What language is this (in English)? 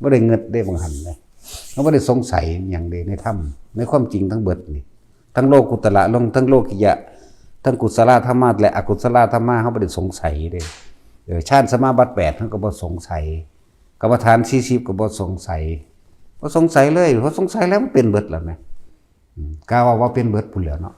Northeastern Thai